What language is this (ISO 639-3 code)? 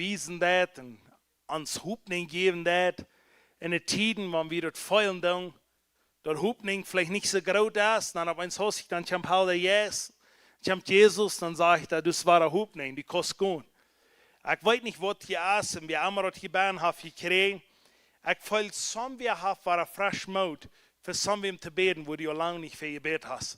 pdt